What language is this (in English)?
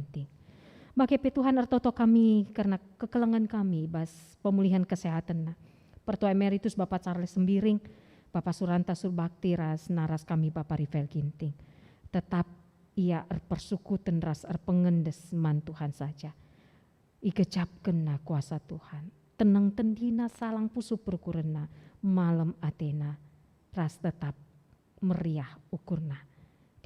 Batak Karo